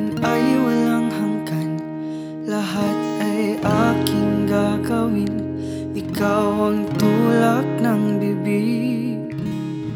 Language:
Filipino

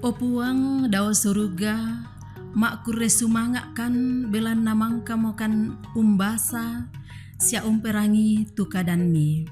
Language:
Toraja-Sa'dan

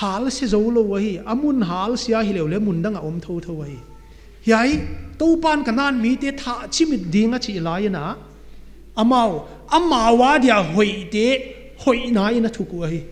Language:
Paite Chin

